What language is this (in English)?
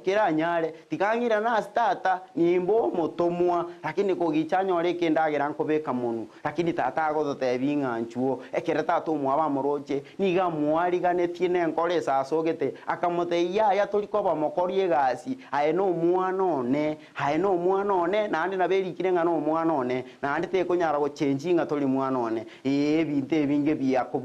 Gusii